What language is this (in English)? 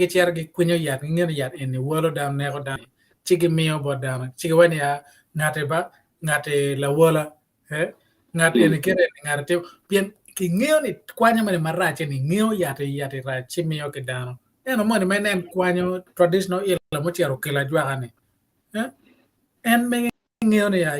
Acoli